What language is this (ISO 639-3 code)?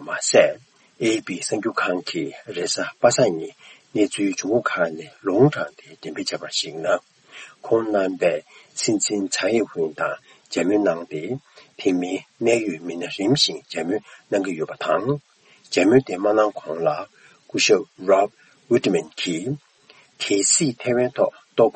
bod